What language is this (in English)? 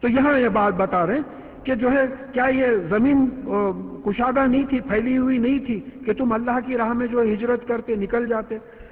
Urdu